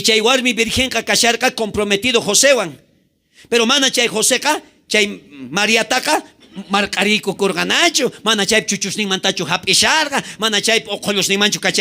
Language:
South Bolivian Quechua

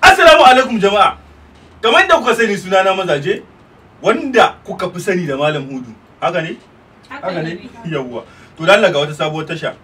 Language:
Hausa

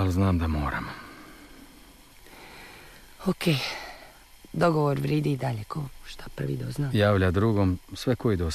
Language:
Croatian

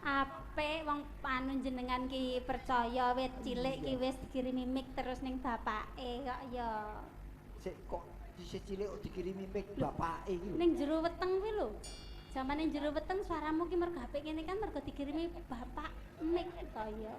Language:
Javanese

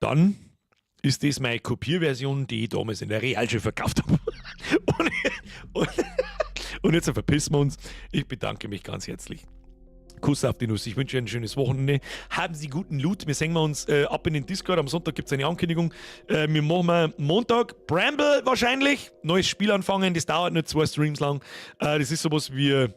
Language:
Bavarian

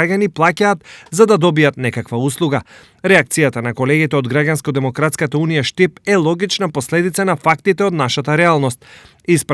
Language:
Macedonian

